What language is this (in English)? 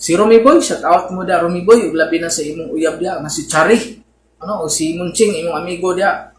Cebuano